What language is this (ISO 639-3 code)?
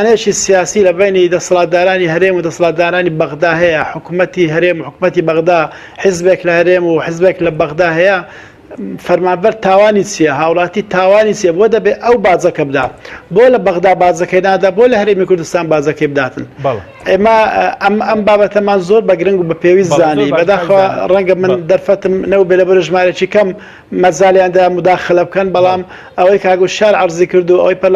ckb